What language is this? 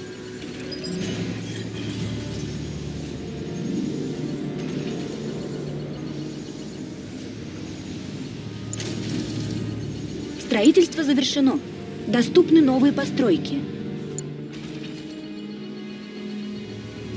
Russian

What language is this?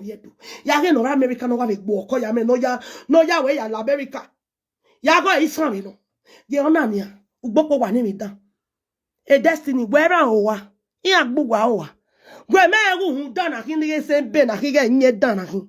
Nigerian Pidgin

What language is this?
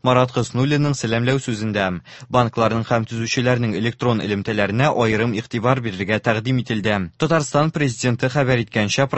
Tatar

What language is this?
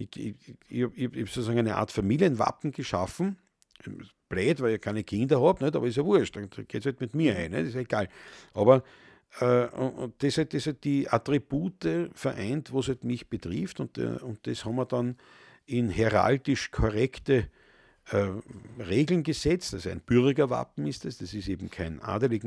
Bavarian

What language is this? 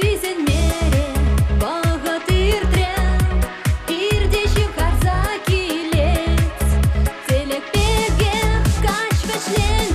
Chuvash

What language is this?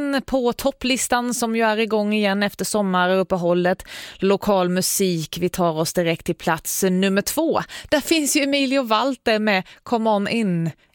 Swedish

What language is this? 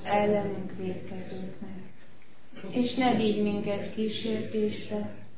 Hungarian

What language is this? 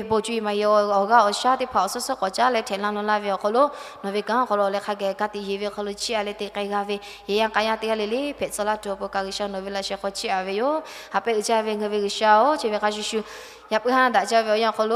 Lahu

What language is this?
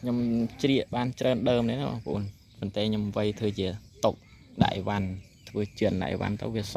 Khmer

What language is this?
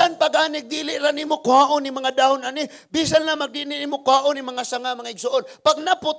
Cebuano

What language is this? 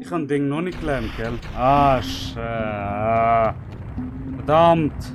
Swiss German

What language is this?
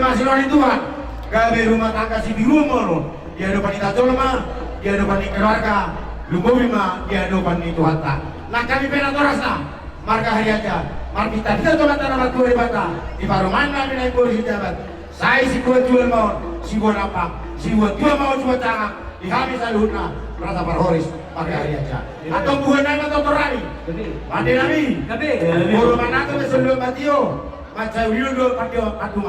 Batak Toba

